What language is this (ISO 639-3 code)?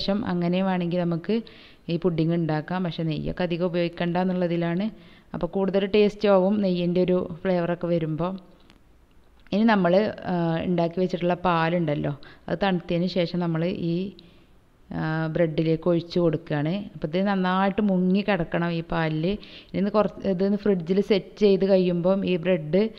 mal